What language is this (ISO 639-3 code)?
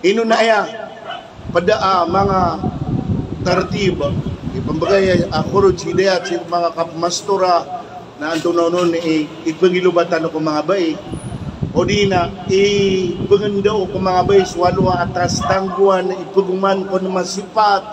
mrw